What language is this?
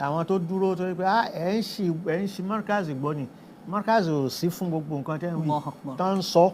Yoruba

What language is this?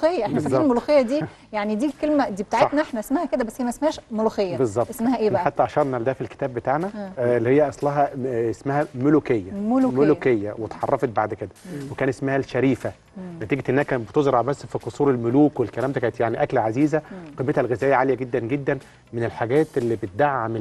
Egyptian Arabic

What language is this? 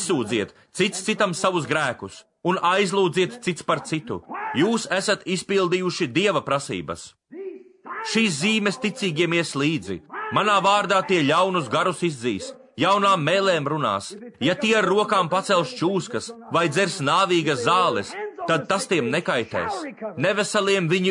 Latvian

